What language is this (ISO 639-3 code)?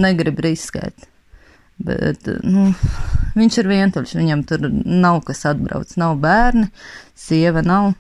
lav